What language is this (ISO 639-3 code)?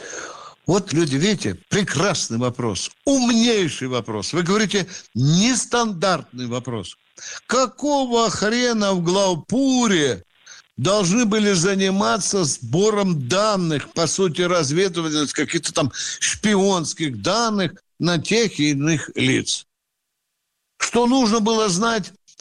rus